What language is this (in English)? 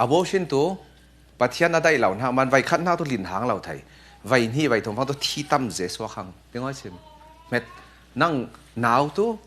Falam Chin